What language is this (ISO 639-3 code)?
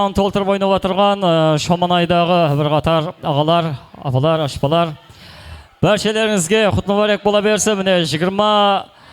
kaa